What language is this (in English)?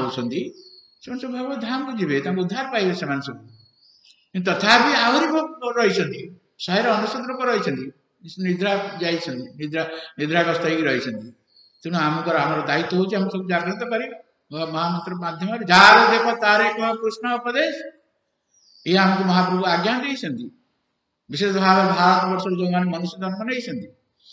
Odia